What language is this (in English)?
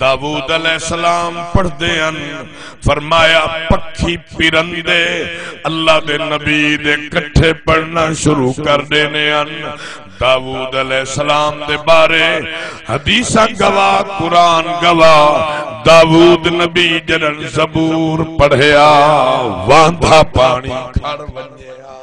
Saraiki